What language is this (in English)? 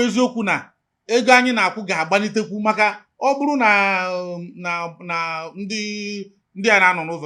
Igbo